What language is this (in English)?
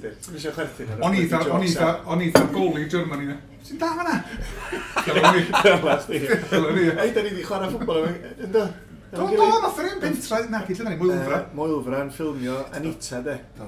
Welsh